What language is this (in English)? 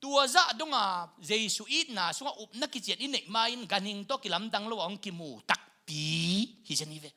Tedim Chin